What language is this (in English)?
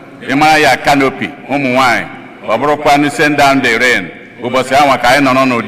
Igbo